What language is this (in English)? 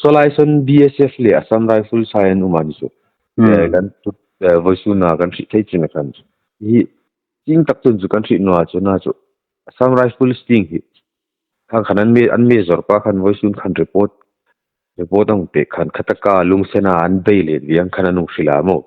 Hmar